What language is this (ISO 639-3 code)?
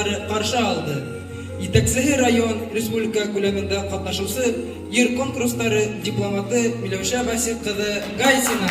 bak